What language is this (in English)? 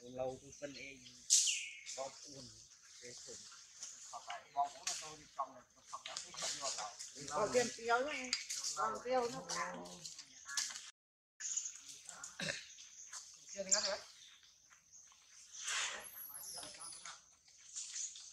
Vietnamese